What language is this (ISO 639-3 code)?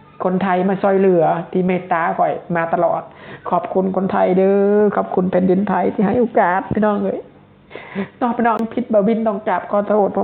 lao